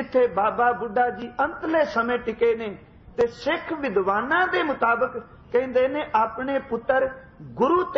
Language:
Punjabi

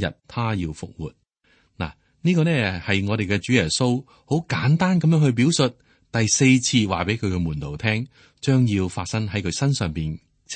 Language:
Cantonese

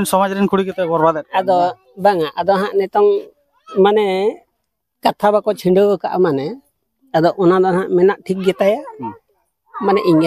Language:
Santali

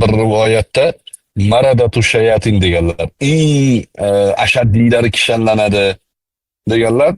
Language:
Uzbek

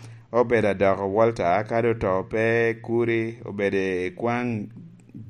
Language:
Lango (Uganda)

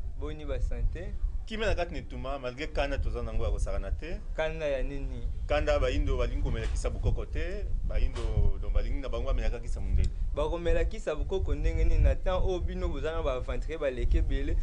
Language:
Lingala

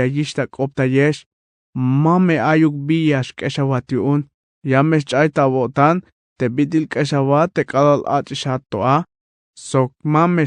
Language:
Tzeltal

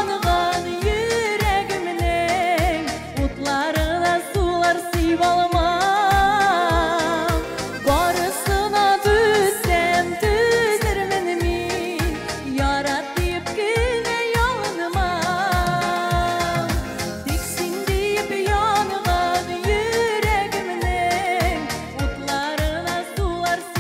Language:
Bashkir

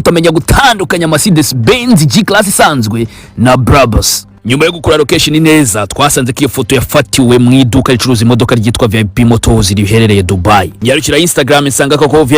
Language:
Kinyarwanda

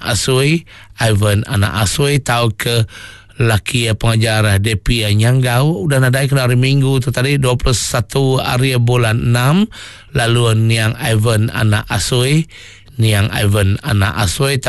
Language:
Iban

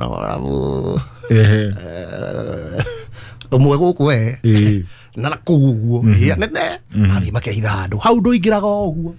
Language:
Kikuyu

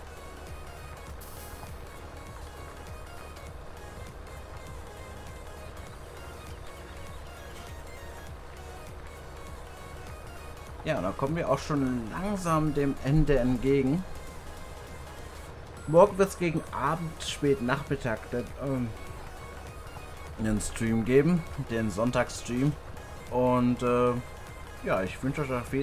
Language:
German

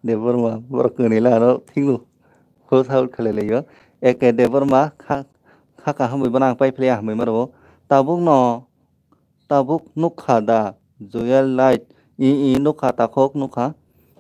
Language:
Kok Borok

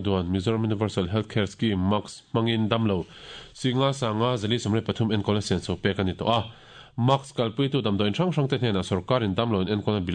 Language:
Mizo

